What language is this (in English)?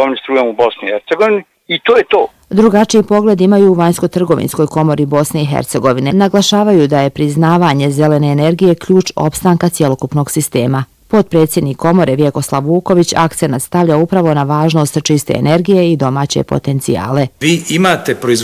Bosnian